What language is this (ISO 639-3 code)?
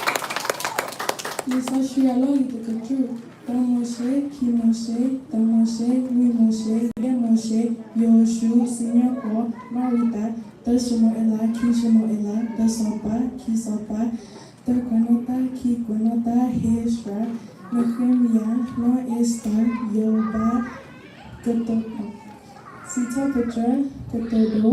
ksw